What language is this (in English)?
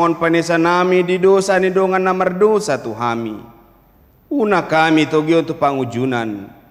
Batak Toba